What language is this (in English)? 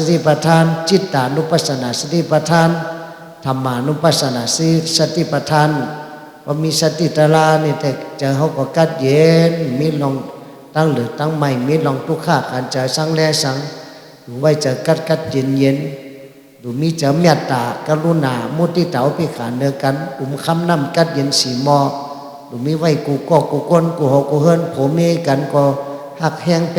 Shan